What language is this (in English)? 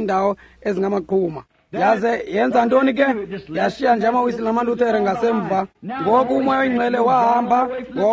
Xhosa